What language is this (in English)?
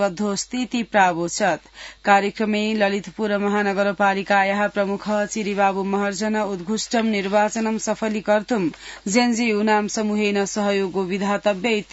Sanskrit